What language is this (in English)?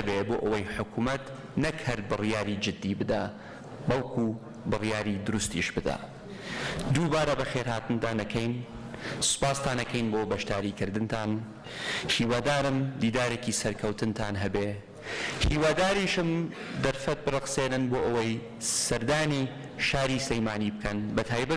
Central Kurdish